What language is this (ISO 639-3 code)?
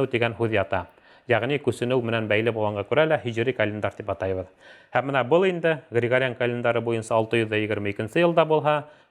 bak